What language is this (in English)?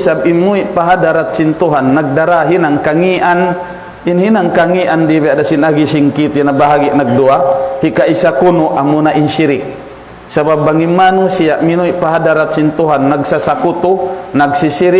Tausug